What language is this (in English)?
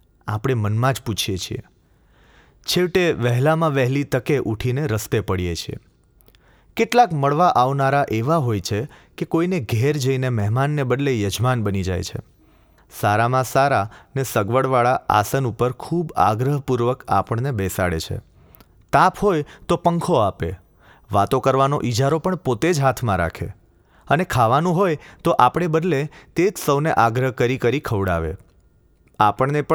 Gujarati